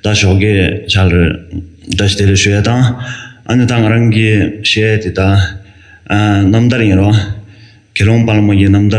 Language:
Tibetan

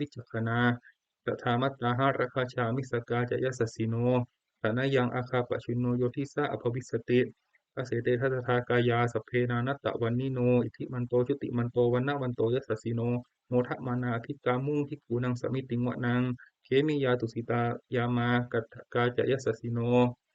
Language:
Pali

